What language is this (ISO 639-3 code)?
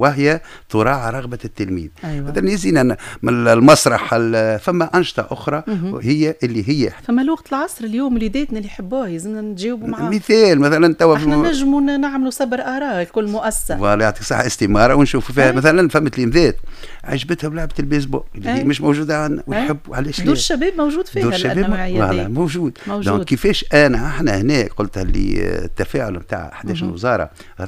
aeb